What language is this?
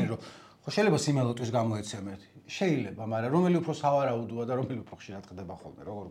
Georgian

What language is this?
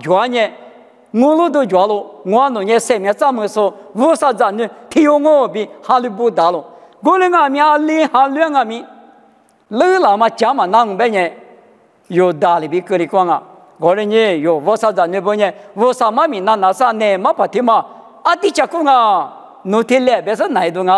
Lisu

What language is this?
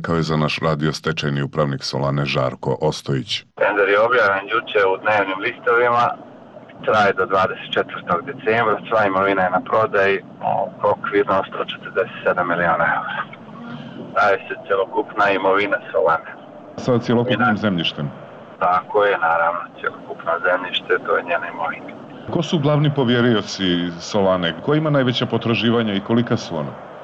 Serbian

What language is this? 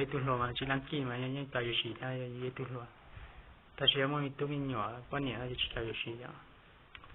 Hmong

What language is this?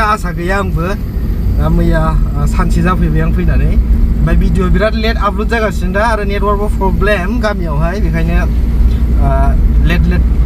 Bodo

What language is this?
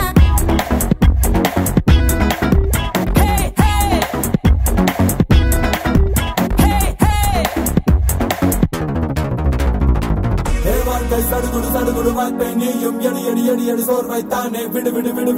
Tamil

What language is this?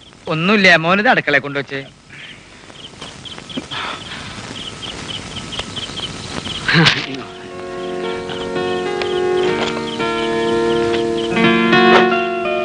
Malayalam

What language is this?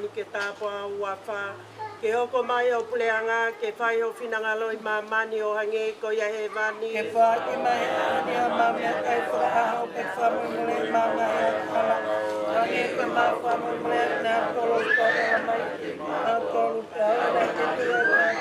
Tongan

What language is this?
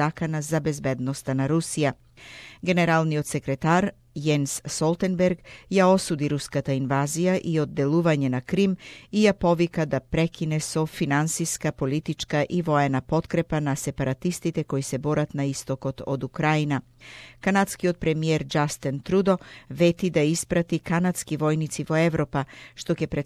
Macedonian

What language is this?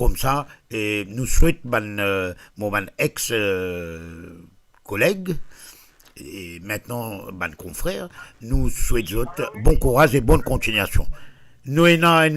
Morisyen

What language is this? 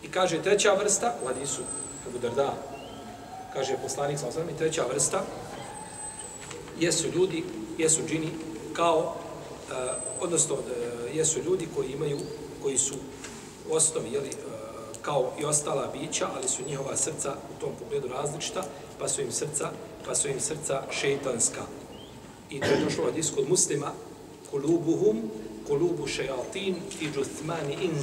Bosnian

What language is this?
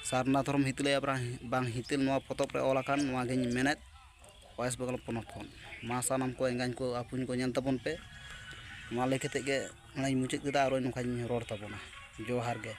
Santali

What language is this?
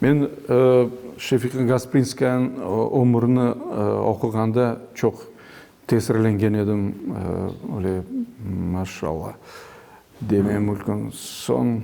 Crimean Tatar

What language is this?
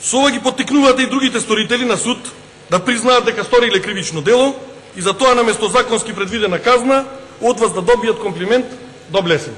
Macedonian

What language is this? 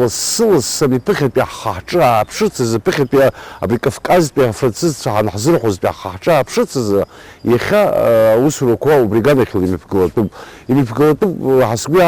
Abkhazian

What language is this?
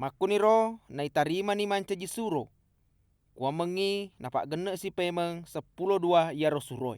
Buginese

